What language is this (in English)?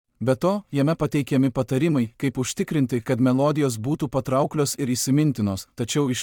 Lithuanian